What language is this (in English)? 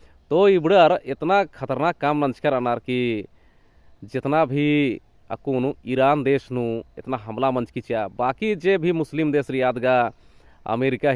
Kurukh